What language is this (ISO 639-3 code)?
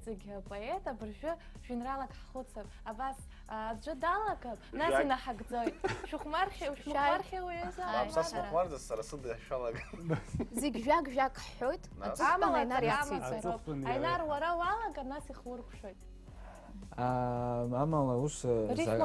abk